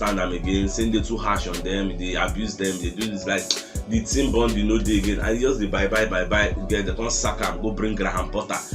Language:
Nigerian Pidgin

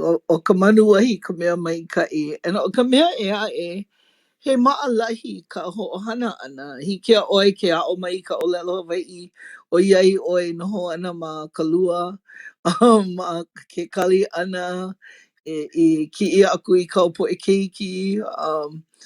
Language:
Hawaiian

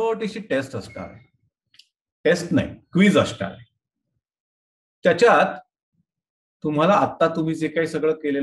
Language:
Marathi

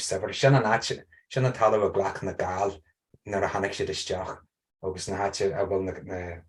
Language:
Irish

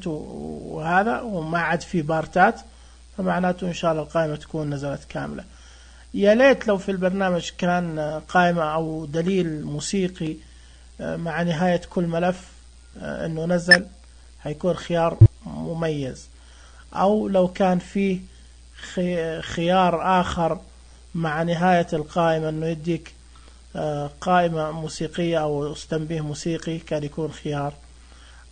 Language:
Najdi Arabic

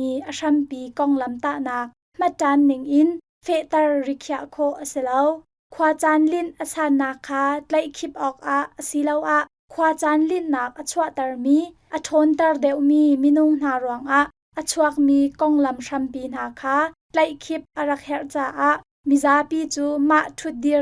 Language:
Hakha Chin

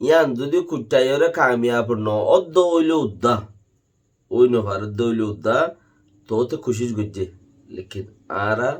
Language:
Rohingya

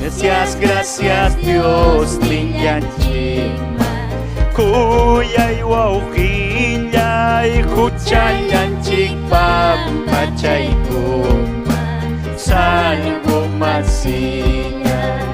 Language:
Ayacucho Quechua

